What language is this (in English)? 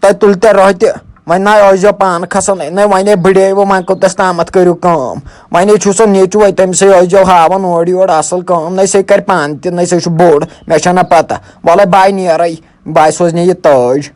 Kashmiri